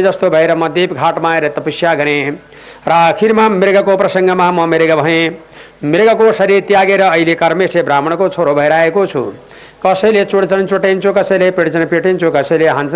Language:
Nepali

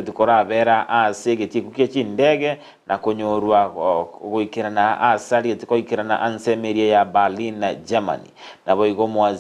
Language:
Gusii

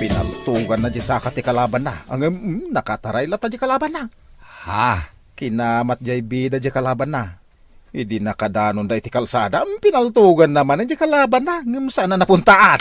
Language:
Iloko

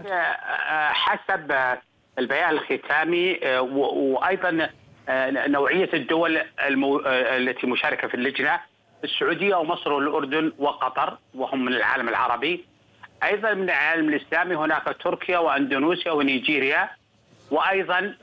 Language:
Arabic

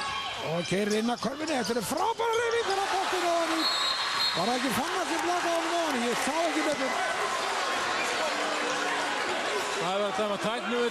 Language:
Icelandic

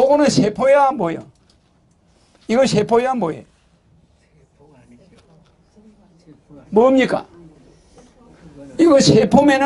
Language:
Korean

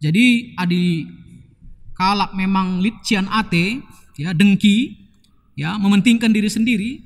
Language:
Batak Karo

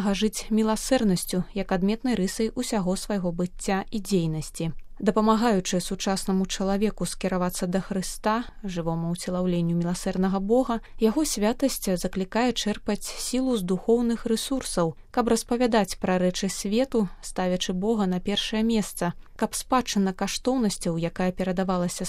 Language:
Belarusian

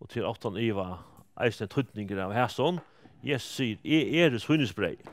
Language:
Faroese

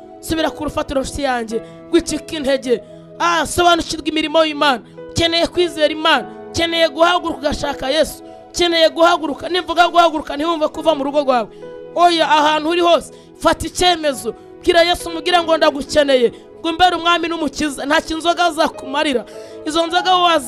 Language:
Kinyarwanda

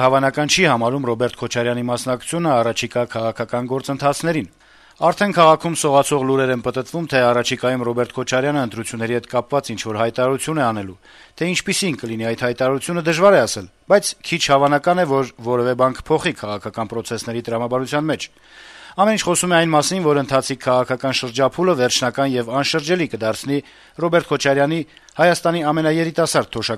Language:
Armenian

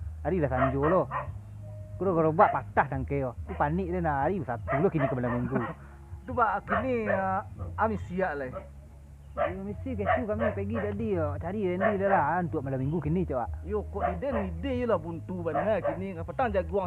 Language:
Minangkabau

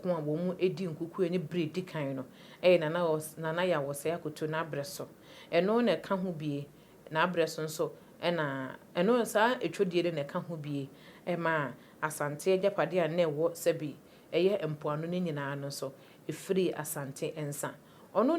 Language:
Akan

